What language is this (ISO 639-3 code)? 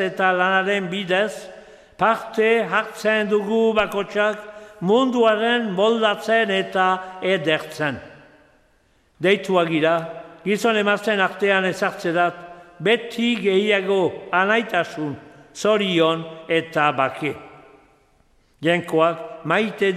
eus